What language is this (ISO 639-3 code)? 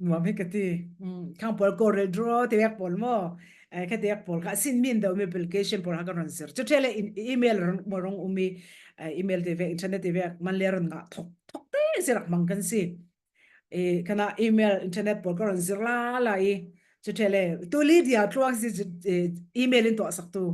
cfm